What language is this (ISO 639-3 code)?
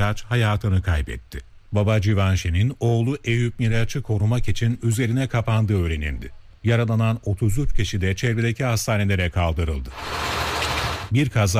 tur